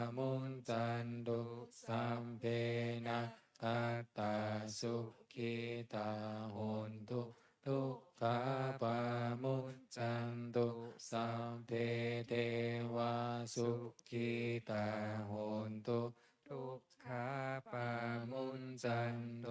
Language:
Pali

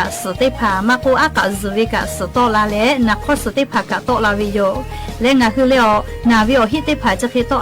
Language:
Lahu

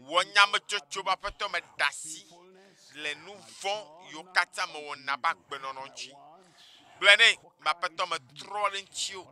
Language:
Ewe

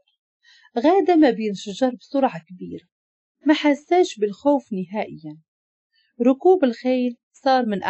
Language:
Moroccan Arabic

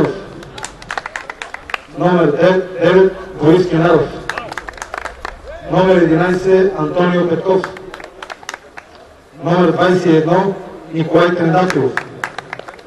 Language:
Bulgarian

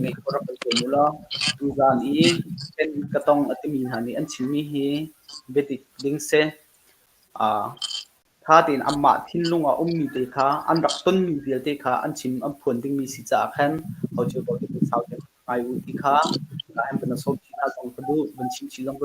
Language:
Hakha Chin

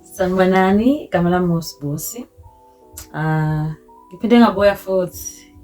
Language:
Zulu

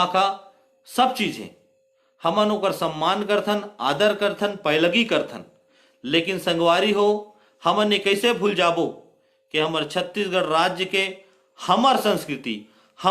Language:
Chhattisgarhi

